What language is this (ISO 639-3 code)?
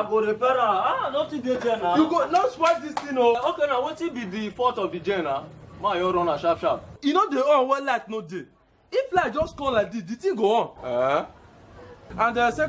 pcm